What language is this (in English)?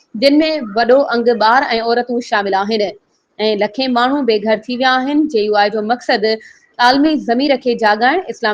Sindhi